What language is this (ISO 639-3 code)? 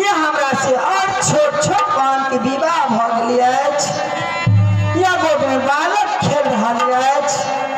mai